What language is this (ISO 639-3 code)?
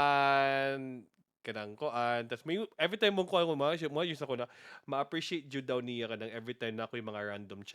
ceb